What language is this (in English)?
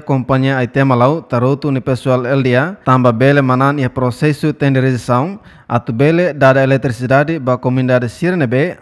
Tetum